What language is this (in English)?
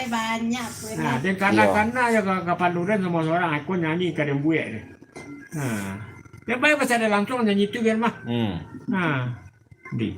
Minangkabau